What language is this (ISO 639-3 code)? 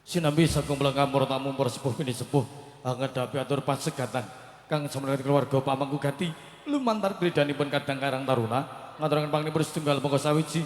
jav